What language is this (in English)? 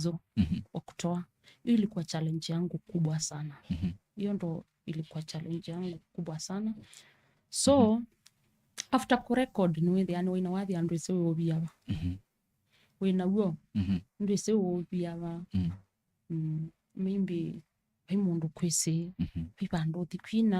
Kamba